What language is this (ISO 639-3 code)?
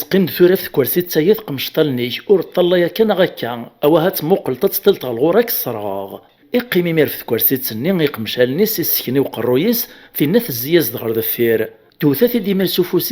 kab